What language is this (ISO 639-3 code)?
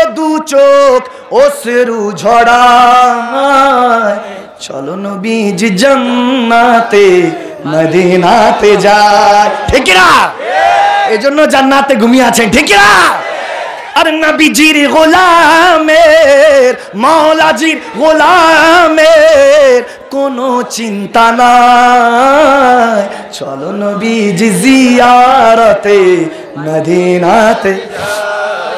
ben